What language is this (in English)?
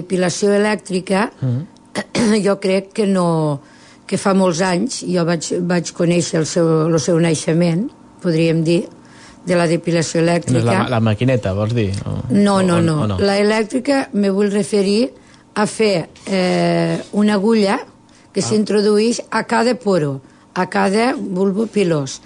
Catalan